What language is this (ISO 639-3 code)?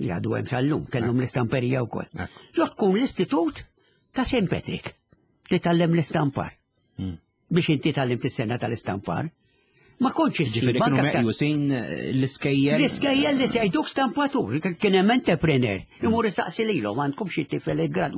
mlt